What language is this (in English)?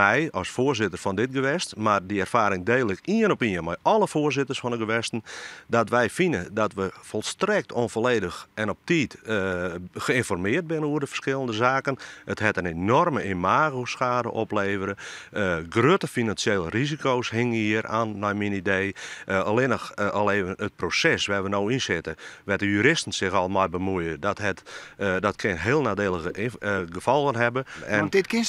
Western Frisian